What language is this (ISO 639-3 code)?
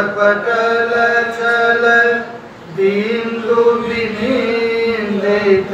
san